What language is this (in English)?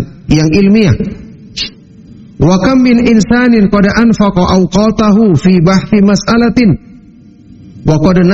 Indonesian